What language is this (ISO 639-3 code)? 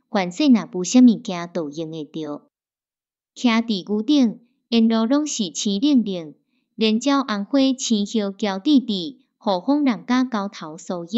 nan